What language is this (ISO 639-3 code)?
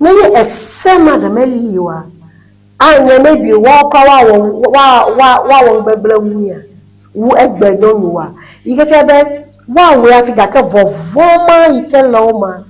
ewe